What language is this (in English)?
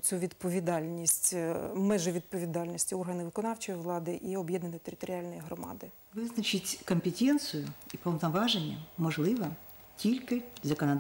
Ukrainian